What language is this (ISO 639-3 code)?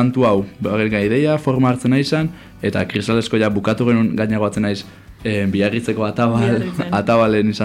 eus